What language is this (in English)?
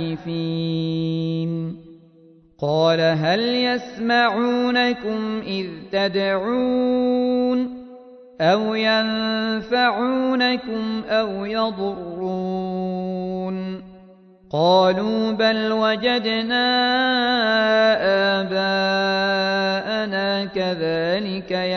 Arabic